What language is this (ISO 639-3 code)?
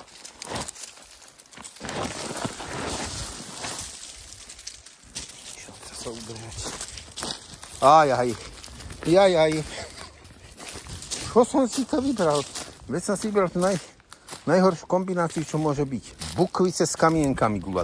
slk